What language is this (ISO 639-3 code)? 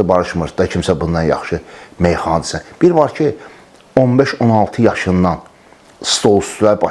aze